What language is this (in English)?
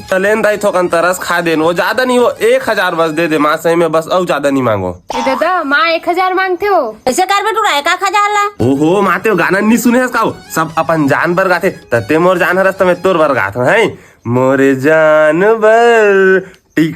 Chhattisgarhi